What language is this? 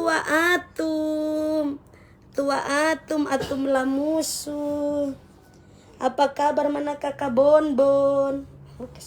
Manado Malay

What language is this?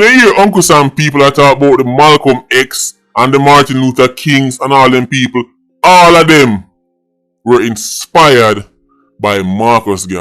Jamaican Creole English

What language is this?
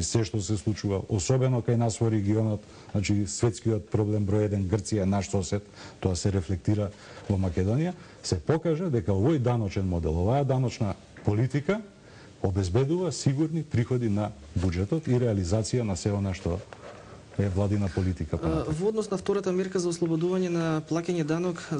Macedonian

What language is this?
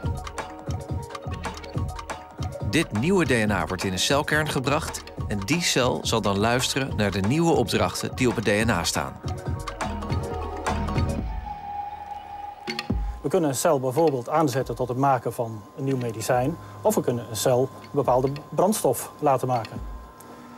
Dutch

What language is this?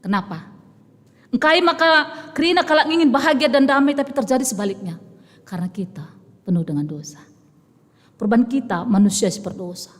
Batak Karo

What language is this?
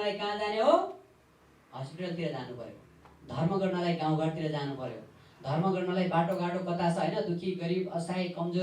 Nepali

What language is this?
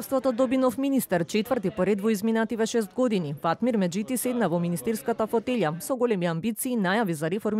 Macedonian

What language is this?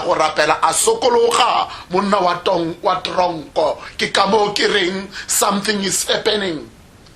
Tswana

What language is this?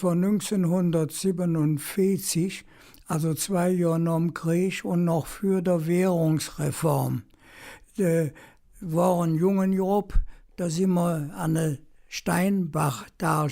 Colognian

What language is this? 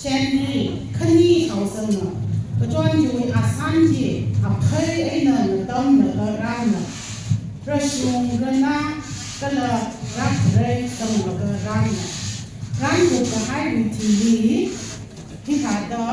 Tangkhul Naga (India)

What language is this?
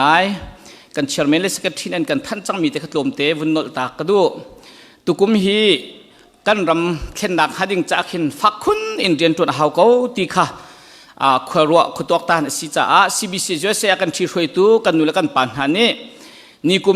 Hakha Chin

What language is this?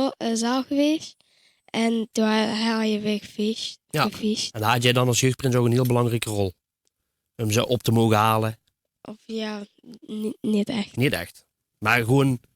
Limburgish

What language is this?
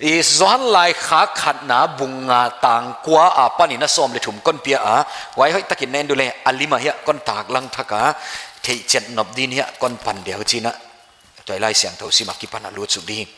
Paite Chin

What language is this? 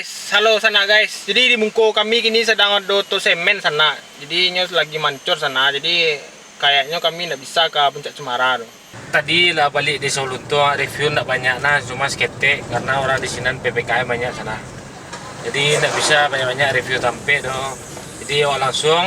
Minangkabau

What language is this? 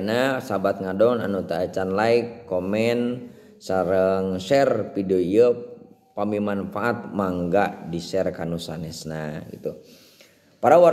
Sundanese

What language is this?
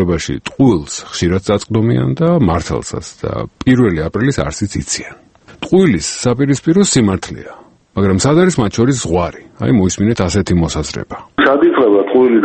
Georgian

